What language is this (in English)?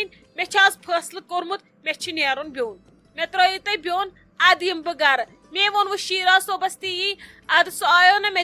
Kashmiri